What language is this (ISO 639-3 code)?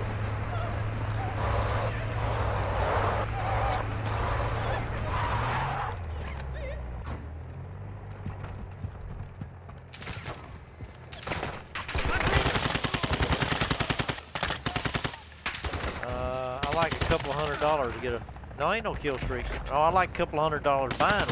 eng